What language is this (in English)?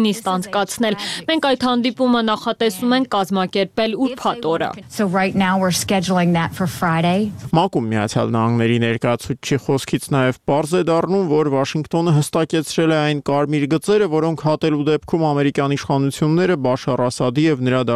Armenian